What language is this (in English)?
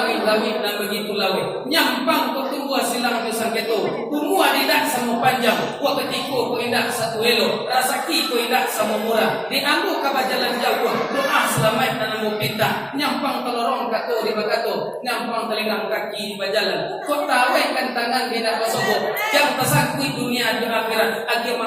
Minangkabau